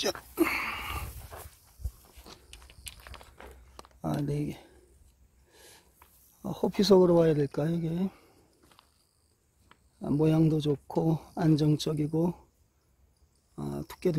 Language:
Korean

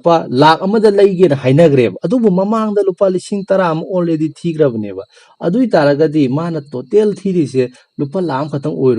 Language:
Manipuri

